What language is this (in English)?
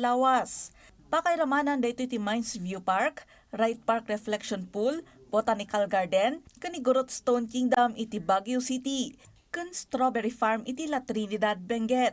Iloko